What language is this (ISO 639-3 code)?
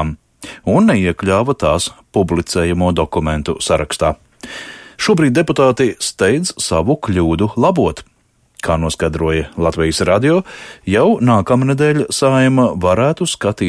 lav